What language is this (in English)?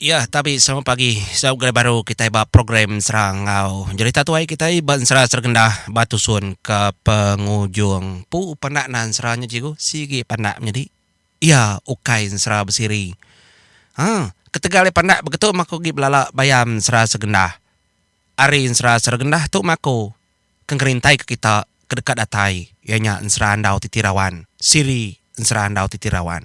Iban